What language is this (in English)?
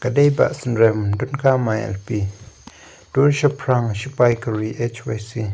Khasi